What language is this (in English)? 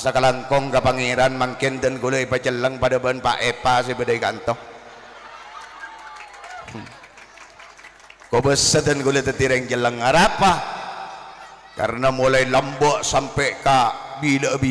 Madurese